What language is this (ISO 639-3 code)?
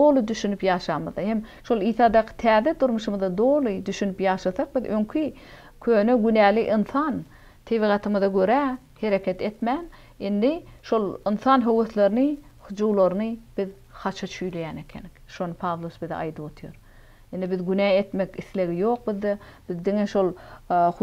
tuk